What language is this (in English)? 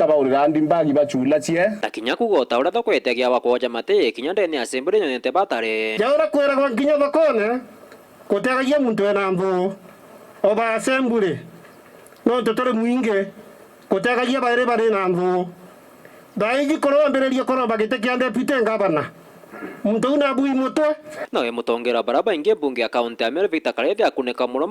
Meru